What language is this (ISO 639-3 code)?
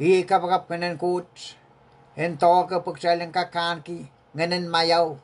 pon